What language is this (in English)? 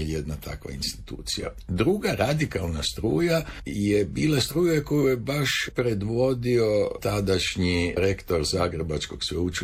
Croatian